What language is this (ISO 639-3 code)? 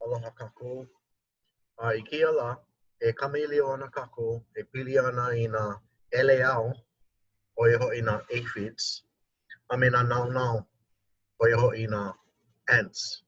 haw